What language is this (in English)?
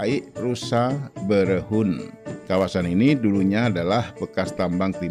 Indonesian